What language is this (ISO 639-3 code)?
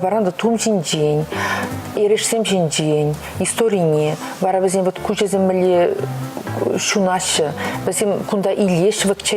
chv